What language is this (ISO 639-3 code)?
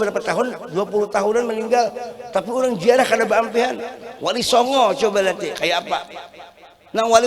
bjn